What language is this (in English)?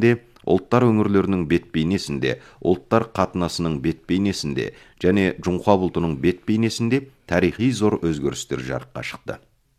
Kazakh